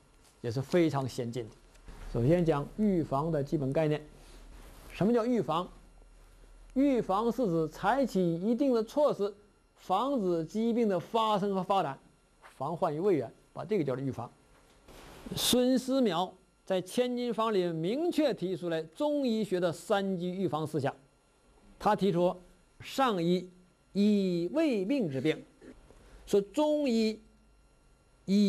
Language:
Chinese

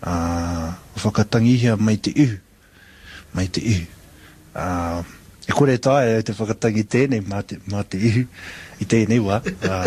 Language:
Māori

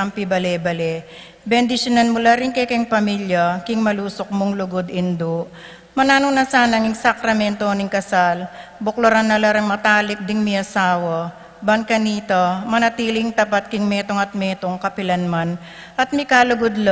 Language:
Pampanga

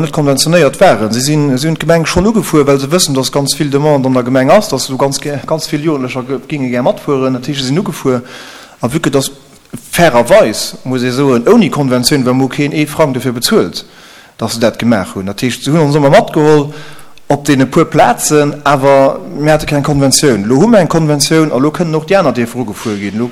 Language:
Luxembourgish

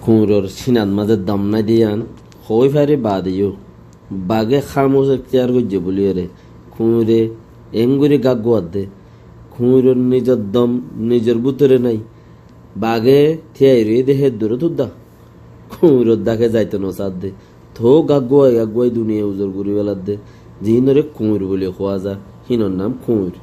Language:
Rohingya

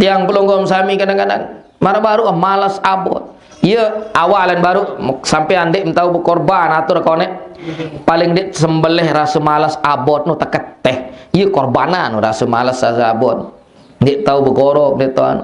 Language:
Sasak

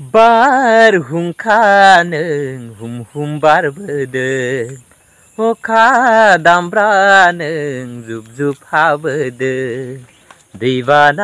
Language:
Bodo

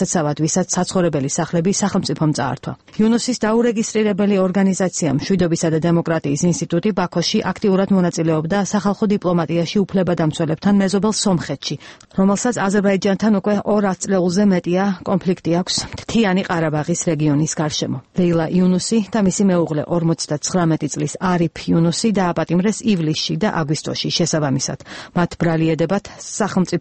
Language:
Georgian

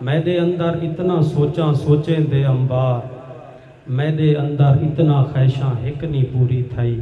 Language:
Saraiki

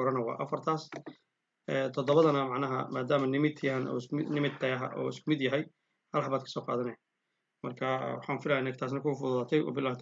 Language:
Somali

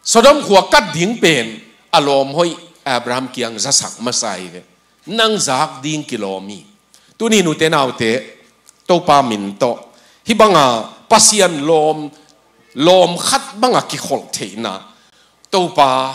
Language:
Tedim Chin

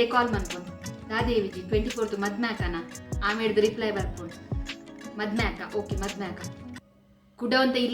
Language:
Tulu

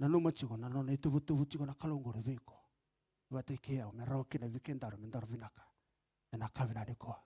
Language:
Fijian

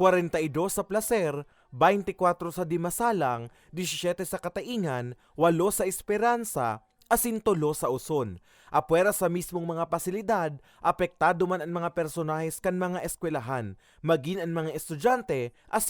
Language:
Bikol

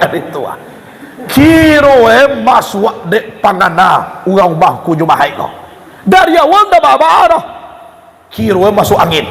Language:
Minangkabau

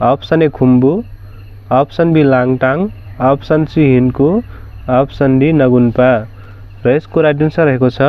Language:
Nepali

